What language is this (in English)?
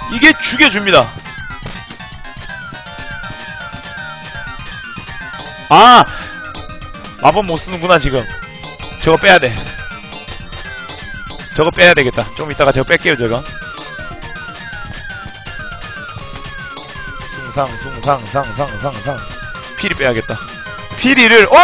Korean